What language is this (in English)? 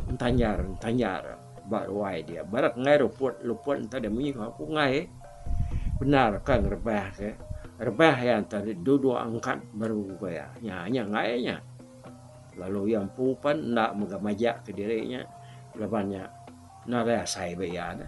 Iban